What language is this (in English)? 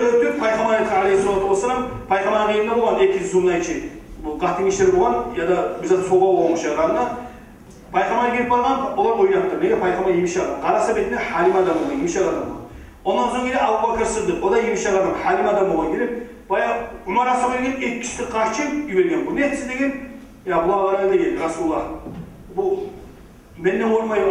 Kumyk